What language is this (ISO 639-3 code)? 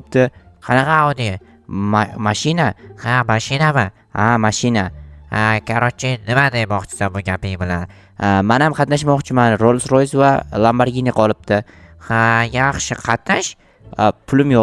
uzb